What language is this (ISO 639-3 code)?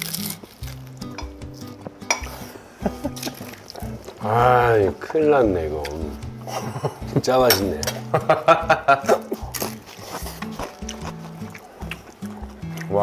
kor